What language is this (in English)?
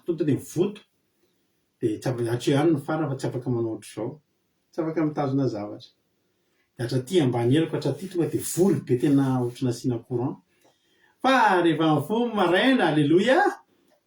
Malagasy